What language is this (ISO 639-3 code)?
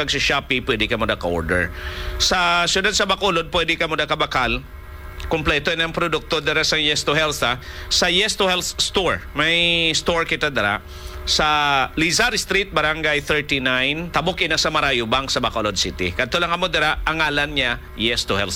hil